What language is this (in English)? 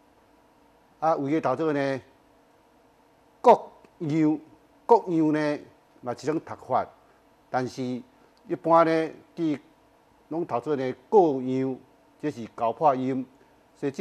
Min Nan Chinese